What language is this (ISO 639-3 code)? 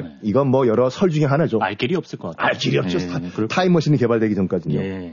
kor